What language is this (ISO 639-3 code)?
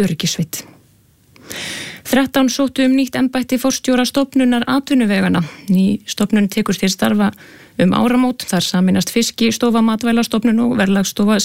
isl